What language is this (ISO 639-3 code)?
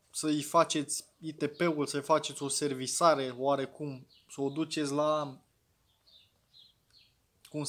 ron